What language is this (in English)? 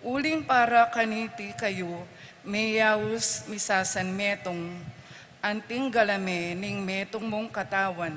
Pampanga